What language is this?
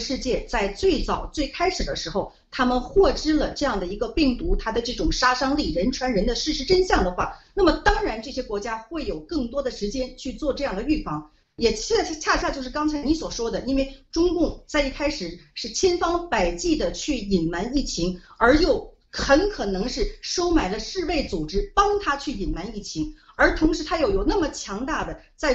Chinese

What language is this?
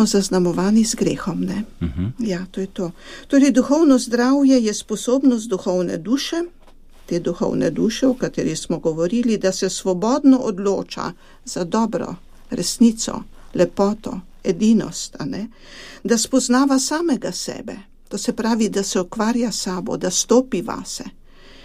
Slovenian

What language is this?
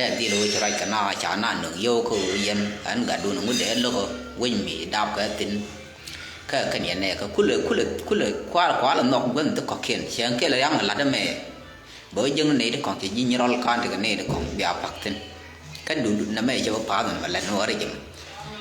Nuer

